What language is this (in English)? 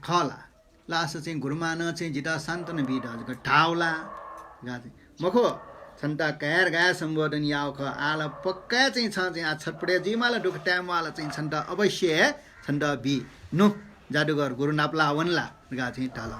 Newari